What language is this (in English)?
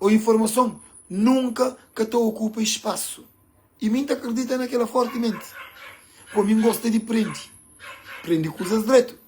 Kabuverdianu